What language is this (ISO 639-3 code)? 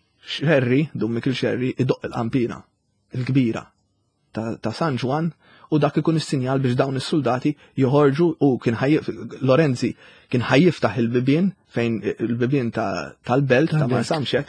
mlt